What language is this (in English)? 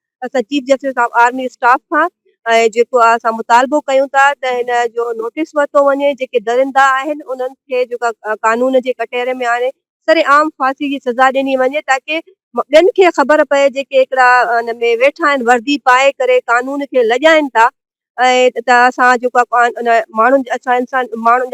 Sindhi